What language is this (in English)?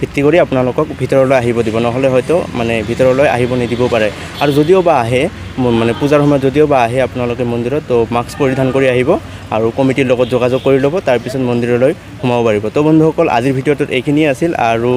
Assamese